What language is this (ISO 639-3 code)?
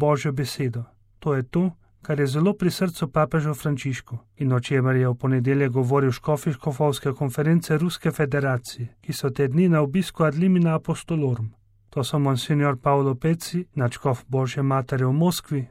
slv